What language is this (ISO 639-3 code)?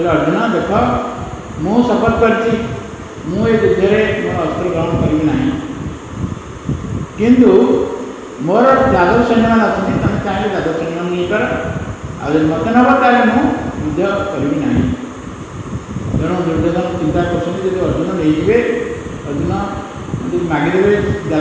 ori